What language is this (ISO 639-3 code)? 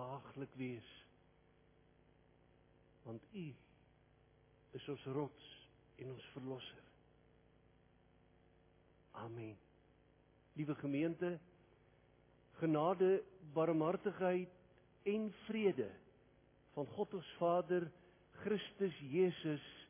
afr